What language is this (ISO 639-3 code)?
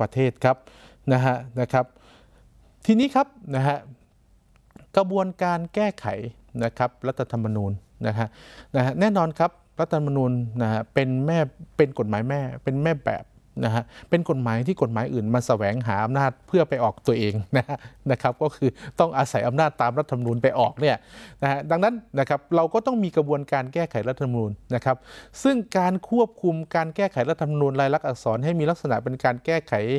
tha